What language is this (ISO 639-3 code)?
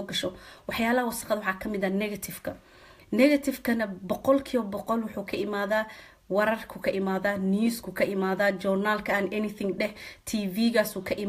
som